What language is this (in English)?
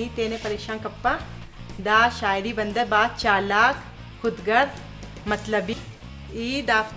Brahui